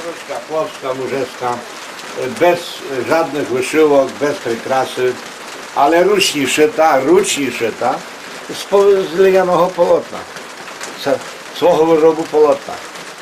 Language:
Rusyn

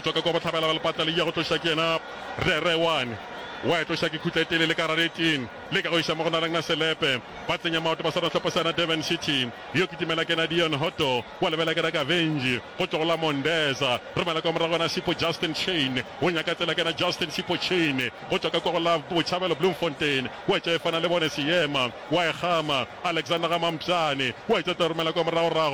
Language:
Northern Sotho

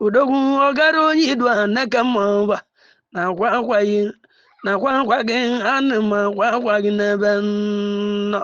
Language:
Igbo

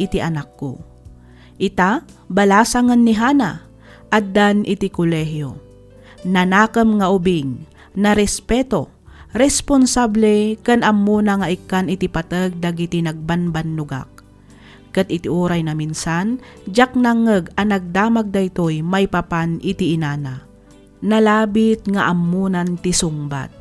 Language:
Iloko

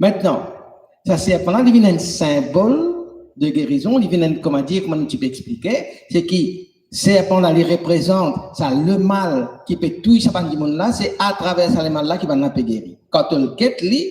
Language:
Morisyen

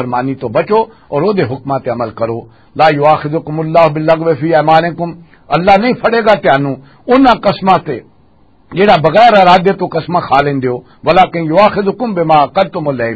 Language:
Western Panjabi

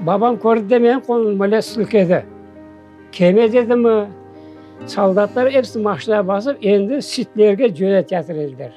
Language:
Crimean Tatar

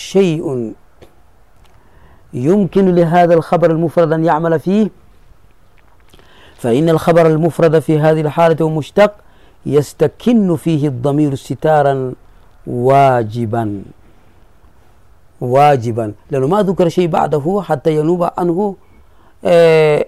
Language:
Arabic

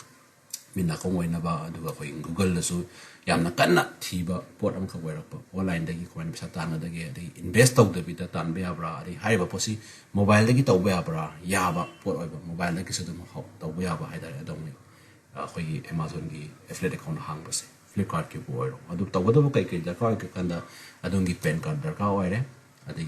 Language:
Manipuri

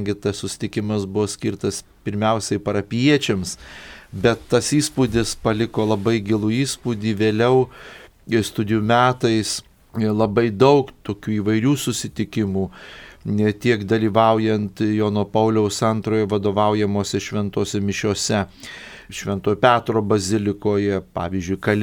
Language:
Lithuanian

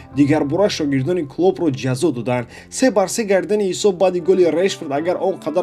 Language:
Tajik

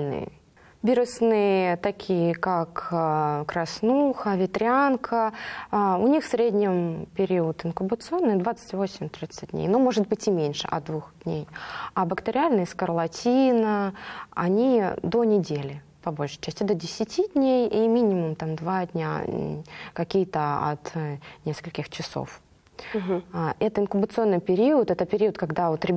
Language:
Russian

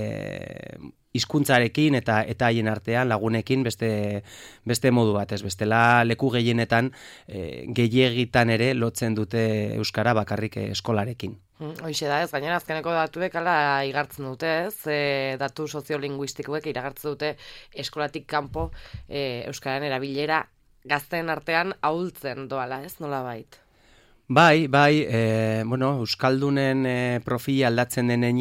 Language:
Basque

